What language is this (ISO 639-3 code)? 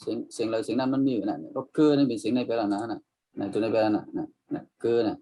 shn